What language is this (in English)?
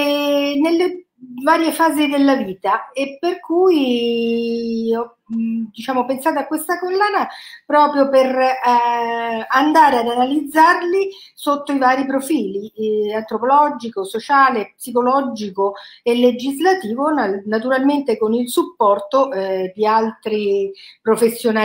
Italian